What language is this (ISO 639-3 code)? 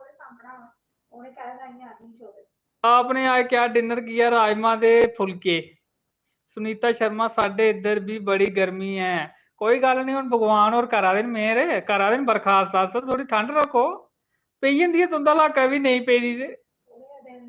doi